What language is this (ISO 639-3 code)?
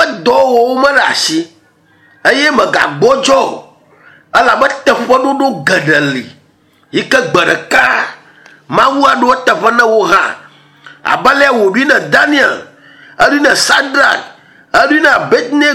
ewe